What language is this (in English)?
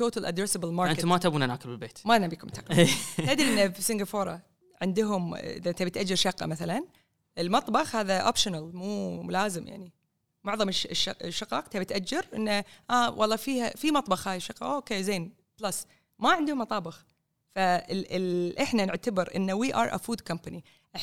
Gulf Arabic